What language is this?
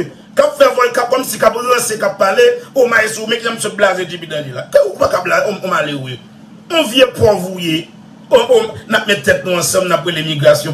Haitian Creole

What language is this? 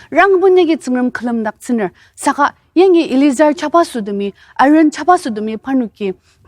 Ao Naga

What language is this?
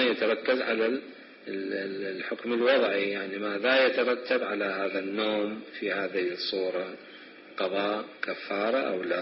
Mesopotamian Arabic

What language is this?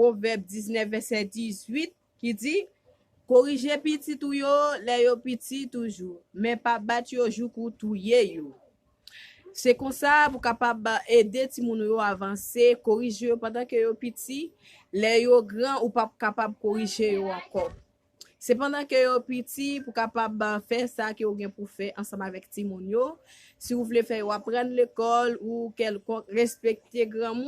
Haitian Creole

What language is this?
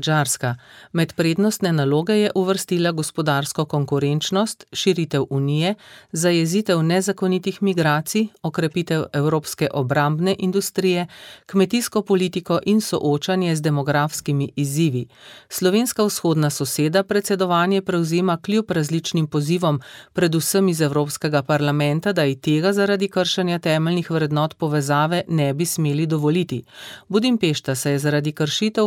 Slovenian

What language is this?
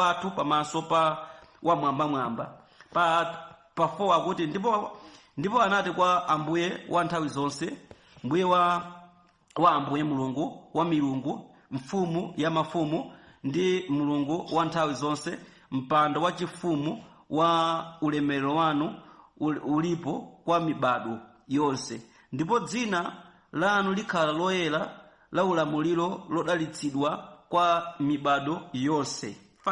Nyanja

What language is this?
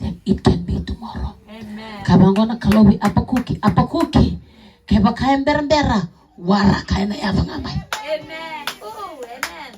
Fijian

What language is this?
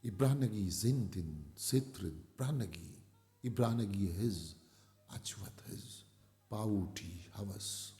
Eastern Balochi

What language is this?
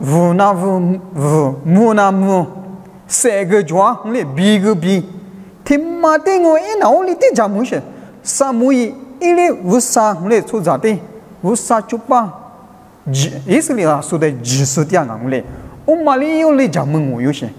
Lisu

